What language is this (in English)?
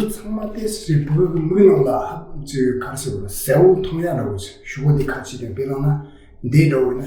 Tibetan